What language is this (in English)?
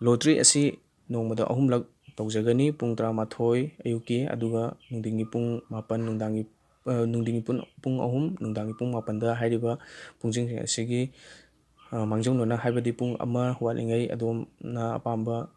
Manipuri